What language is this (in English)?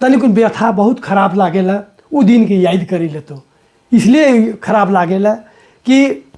Sadri